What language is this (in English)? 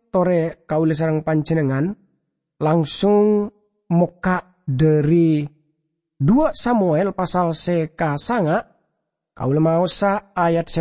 Madurese